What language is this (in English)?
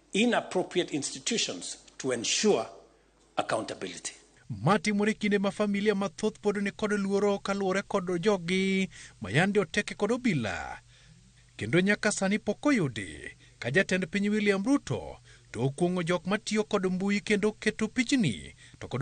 Luo (Kenya and Tanzania)